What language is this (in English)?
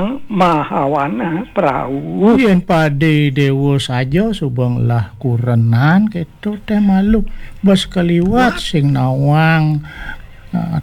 Balinese